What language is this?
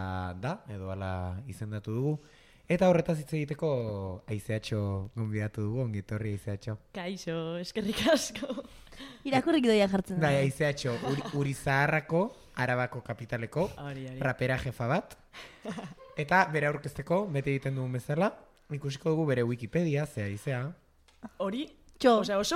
Basque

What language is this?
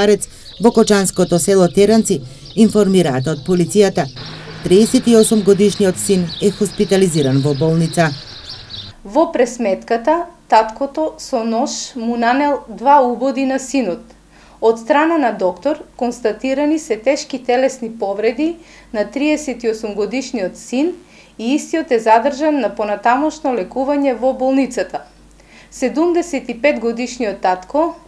Macedonian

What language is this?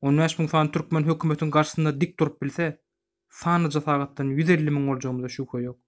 Turkmen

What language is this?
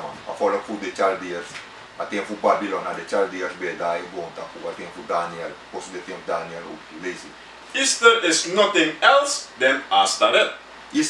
Sranan Tongo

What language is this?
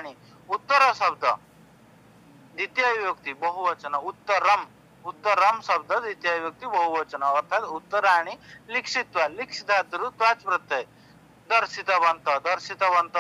Odia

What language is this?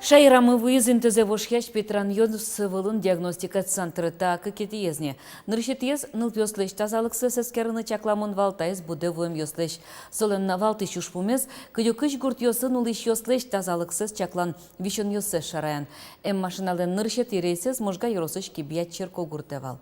Udmurt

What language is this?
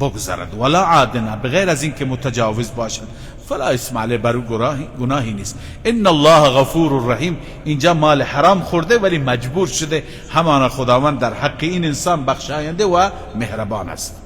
Persian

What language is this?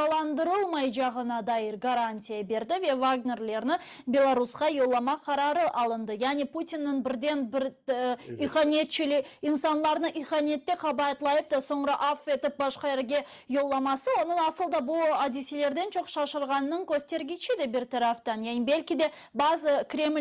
Crimean Tatar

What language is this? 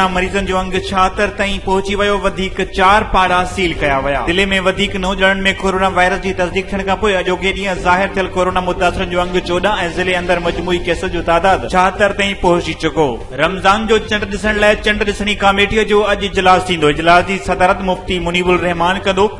Sindhi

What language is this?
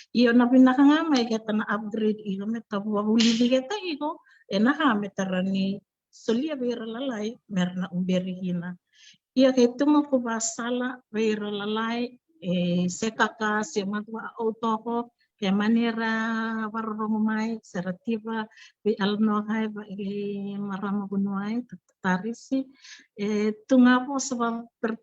Fijian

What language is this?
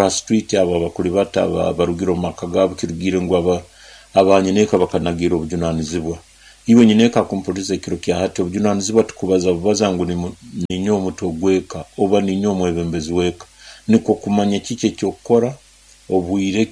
Nyoro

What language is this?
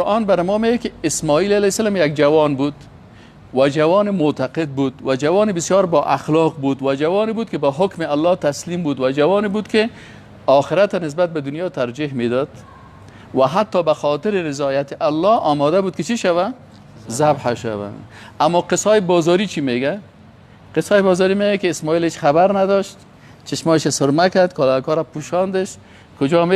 Persian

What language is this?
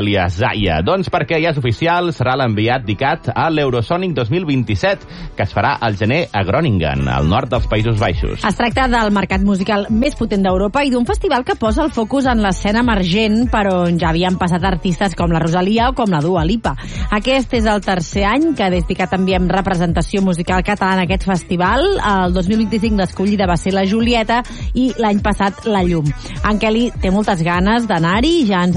Catalan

